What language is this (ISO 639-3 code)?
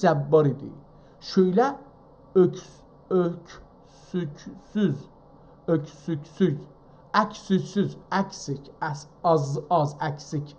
azb